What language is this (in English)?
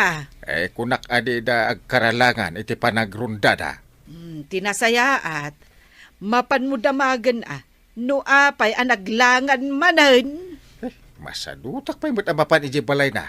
Iloko